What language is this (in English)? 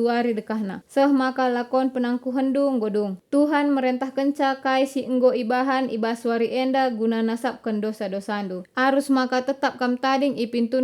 Batak Karo